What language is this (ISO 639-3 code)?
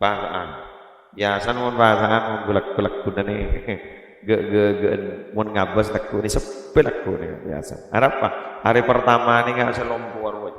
mad